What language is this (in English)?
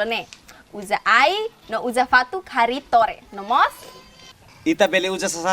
Tetum